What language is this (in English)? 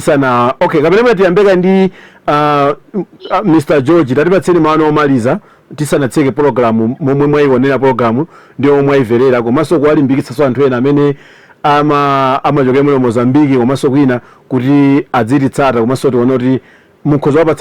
Nyanja